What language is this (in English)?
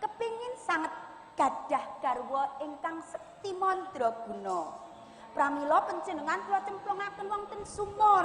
Javanese